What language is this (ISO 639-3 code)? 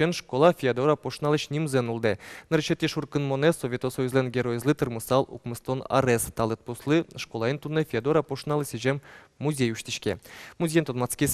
udm